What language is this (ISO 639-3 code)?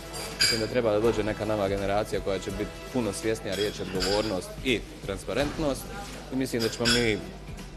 bos